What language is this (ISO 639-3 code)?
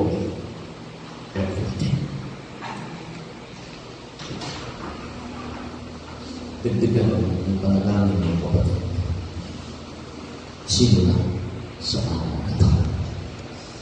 fil